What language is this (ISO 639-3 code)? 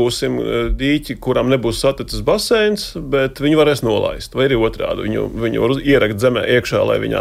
lav